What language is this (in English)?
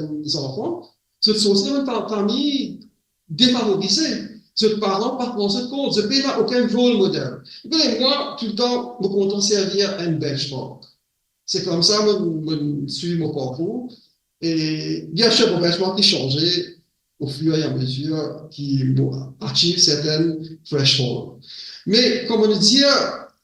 Morisyen